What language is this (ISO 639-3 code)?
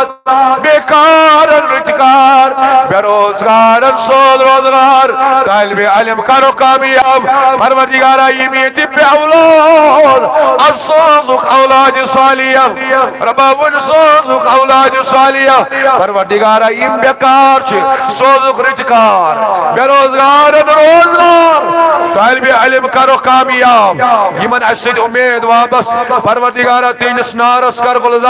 kas